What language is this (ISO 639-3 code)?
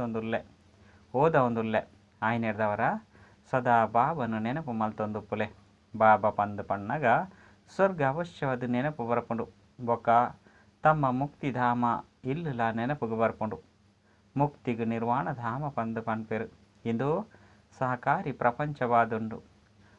tcy